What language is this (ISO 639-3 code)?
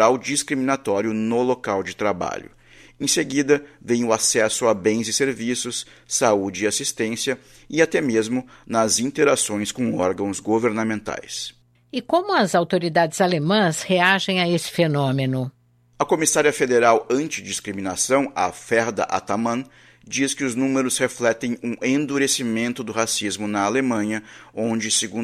por